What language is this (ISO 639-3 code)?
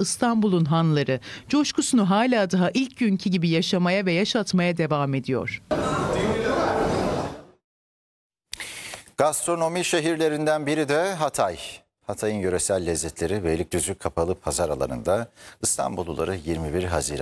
tur